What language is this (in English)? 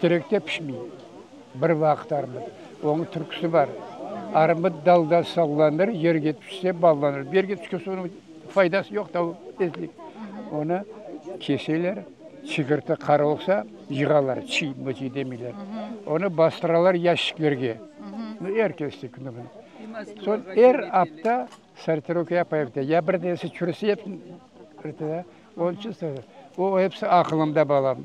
Crimean Tatar